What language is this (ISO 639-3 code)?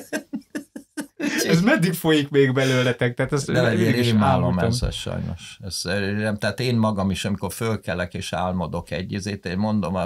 hun